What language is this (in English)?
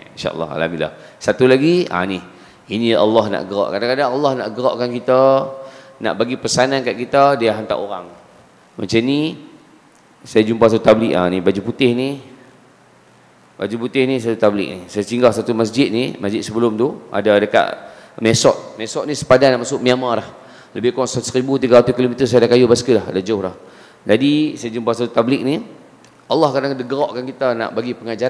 Malay